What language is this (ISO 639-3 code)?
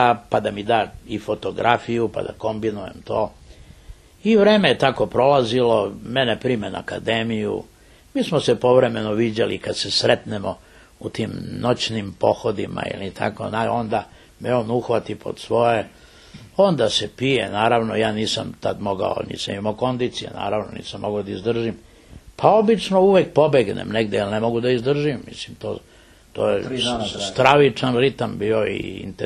srp